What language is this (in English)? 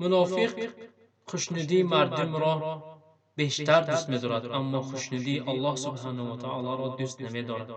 Tajik